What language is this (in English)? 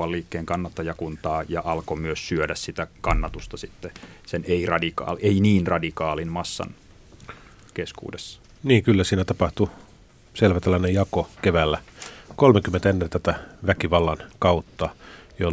Finnish